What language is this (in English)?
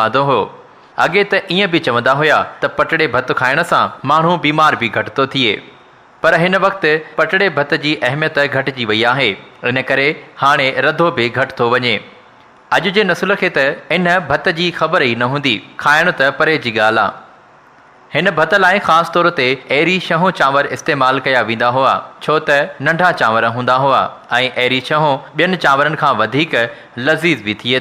Sindhi